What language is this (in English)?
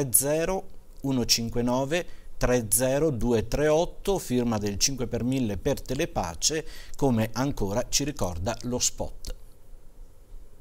Italian